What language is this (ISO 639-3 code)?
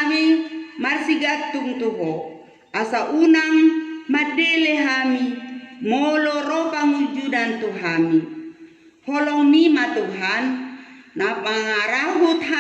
bbc